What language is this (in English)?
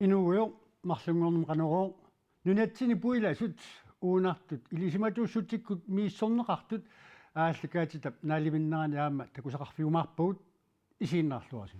Kalaallisut